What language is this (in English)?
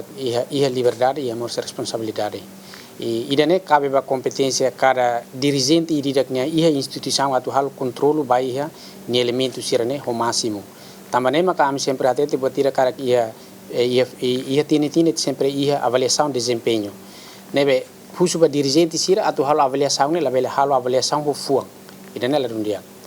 Tetum